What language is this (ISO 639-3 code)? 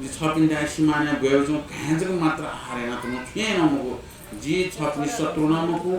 new